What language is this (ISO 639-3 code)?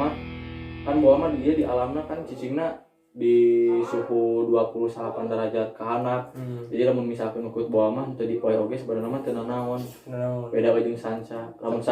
sun